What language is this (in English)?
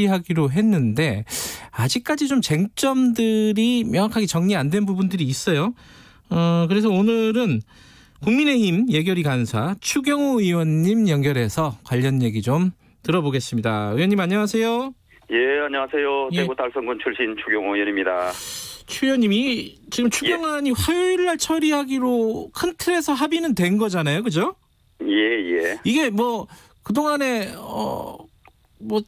Korean